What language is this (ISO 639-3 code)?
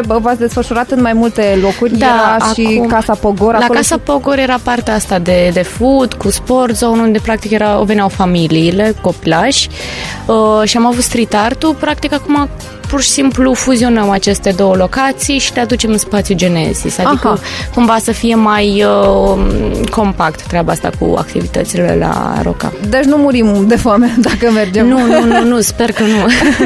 ron